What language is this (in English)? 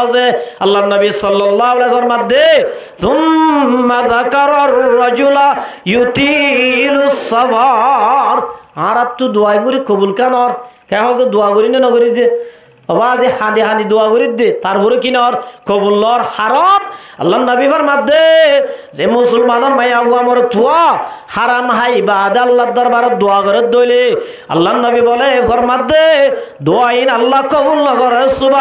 Rohingya